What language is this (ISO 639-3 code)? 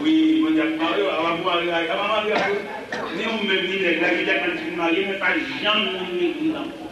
hat